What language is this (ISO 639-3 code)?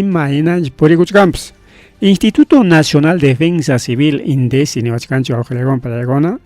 quy